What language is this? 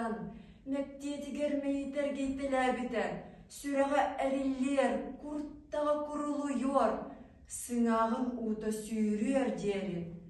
Yakut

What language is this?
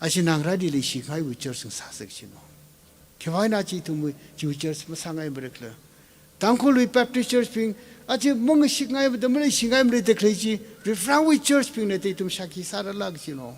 Tangkhul Naga (India)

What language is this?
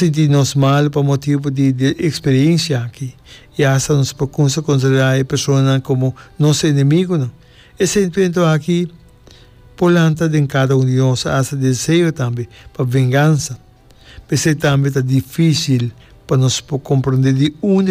Papiamento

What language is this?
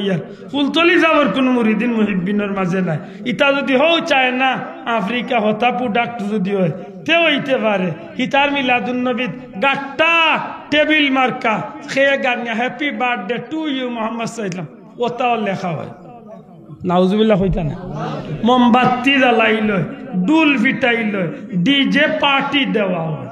Sylheti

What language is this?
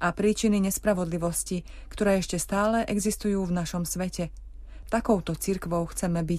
Slovak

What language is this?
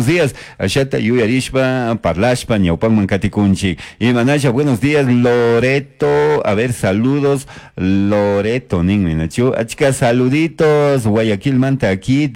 Chimborazo Highland Quichua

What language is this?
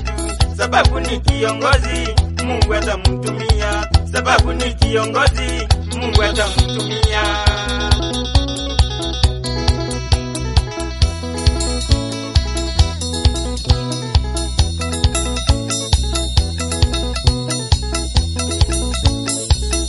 Swahili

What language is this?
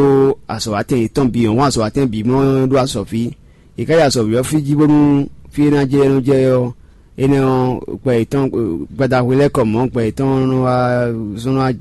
Fon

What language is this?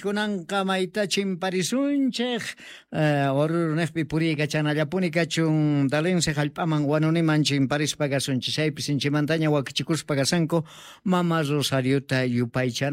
South Bolivian Quechua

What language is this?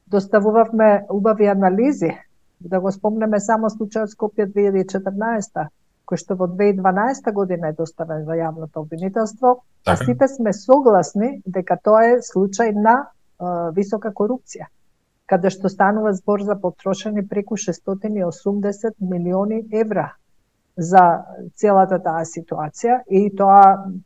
Macedonian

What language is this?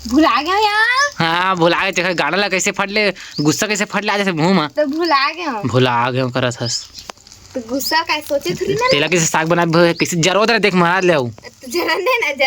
Chhattisgarhi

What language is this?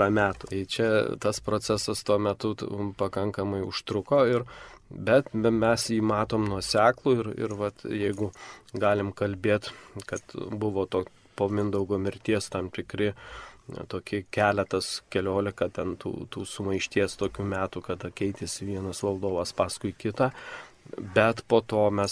Lithuanian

